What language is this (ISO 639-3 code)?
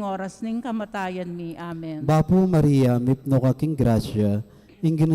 pam